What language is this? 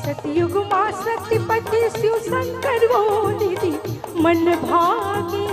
Chhattisgarhi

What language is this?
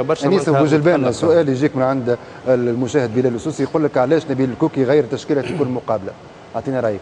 Tunisian Arabic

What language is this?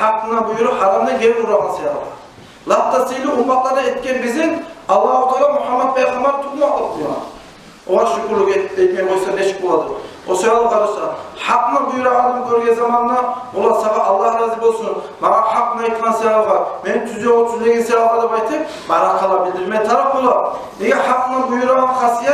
Kumyk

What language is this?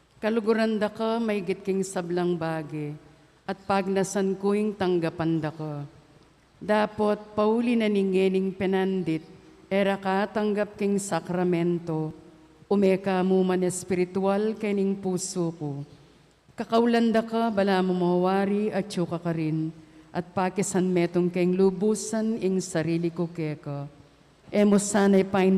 Pampanga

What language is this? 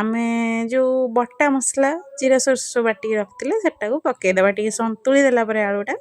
Odia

